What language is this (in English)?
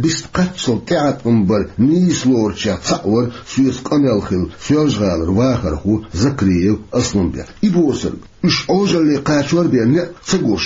Chechen